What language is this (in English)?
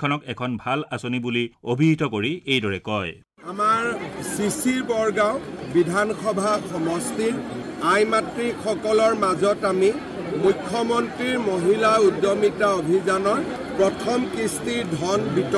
Assamese